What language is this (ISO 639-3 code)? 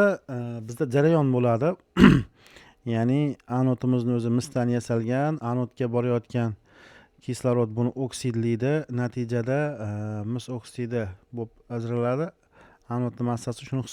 uzb